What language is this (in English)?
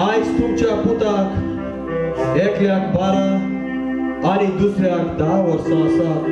Konkani